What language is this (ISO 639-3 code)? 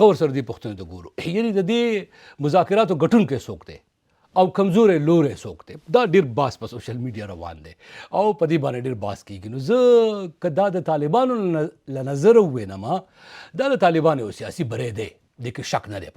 pus